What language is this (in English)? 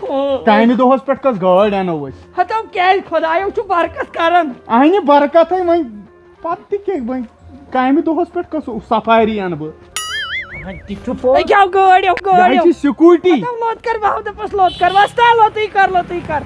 Kashmiri